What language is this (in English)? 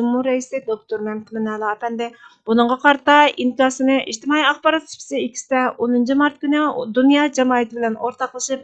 Uyghur